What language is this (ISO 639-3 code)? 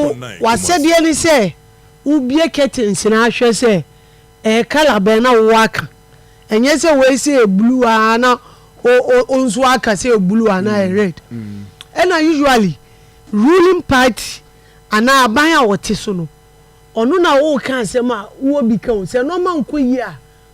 aka